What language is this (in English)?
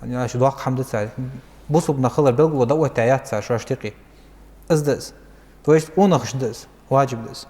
Ingush